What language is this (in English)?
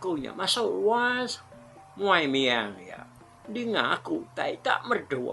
Iban